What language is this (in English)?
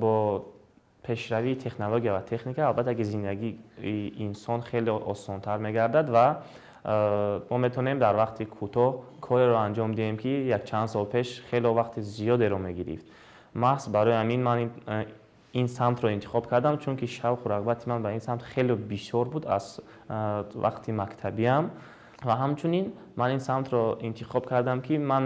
Tajik